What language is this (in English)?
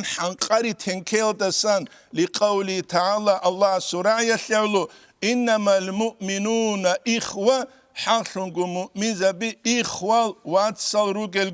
Avaric